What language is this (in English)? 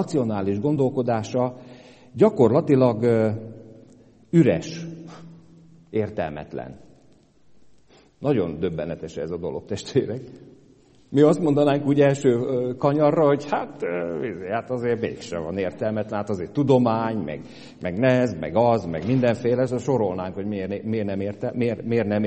Hungarian